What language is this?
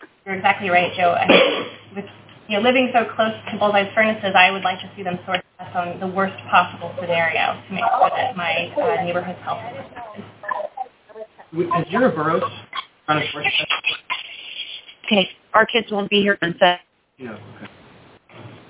English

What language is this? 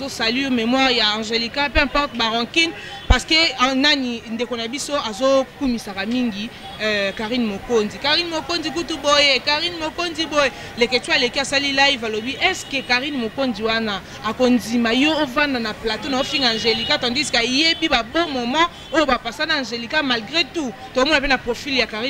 Lingala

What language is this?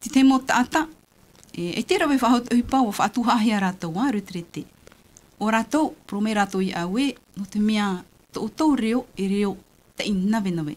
Tahitian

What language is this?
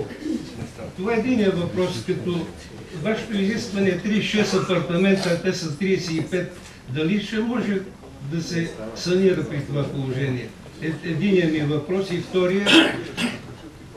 Bulgarian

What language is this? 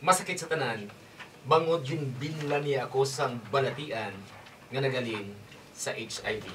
Hiligaynon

